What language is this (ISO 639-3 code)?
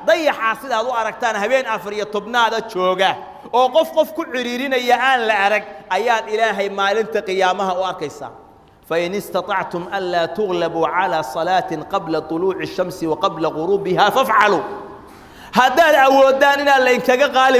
som